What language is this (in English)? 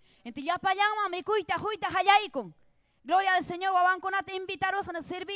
Ayacucho Quechua